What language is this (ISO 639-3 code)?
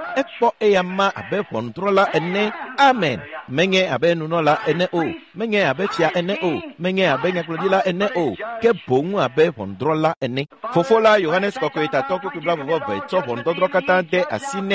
ewe